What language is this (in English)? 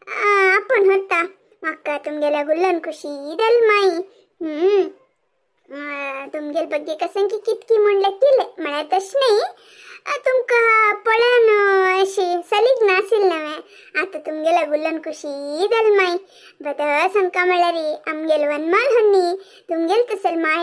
Konkani